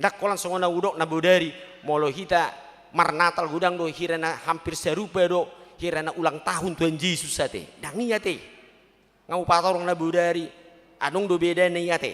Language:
Batak Toba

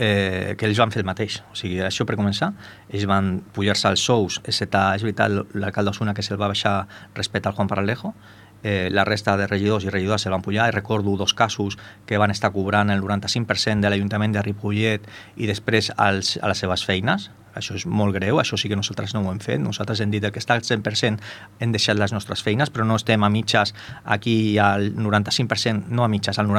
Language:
Catalan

